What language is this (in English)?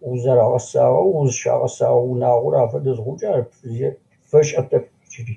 Adyghe